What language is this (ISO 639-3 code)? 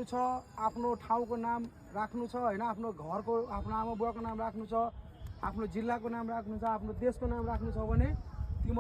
nep